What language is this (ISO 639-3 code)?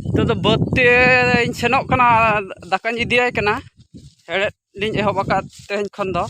sat